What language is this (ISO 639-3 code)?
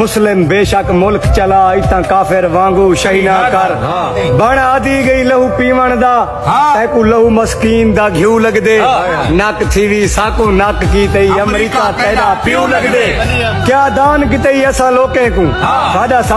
skr